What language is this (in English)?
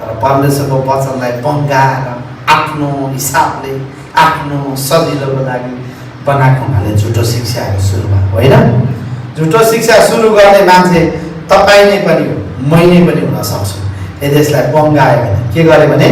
Nepali